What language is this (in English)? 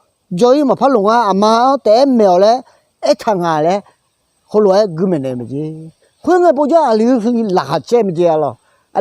Akha